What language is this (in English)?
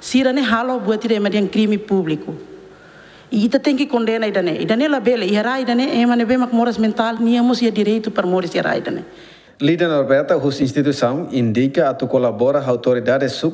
Tetum